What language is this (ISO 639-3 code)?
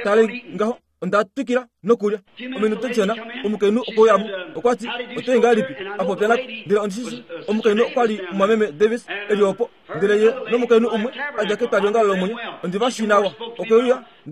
kua